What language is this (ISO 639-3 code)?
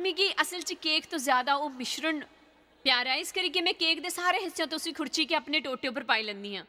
doi